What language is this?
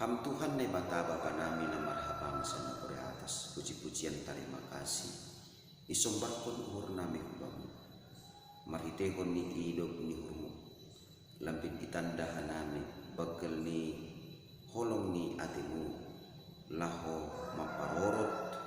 Batak Simalungun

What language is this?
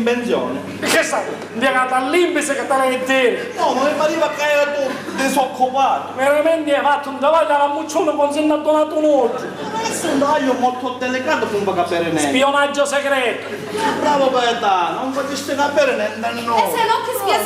Sicilian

